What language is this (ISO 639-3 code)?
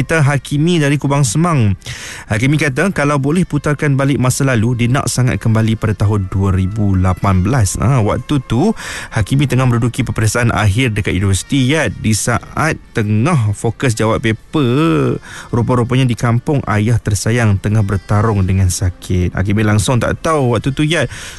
msa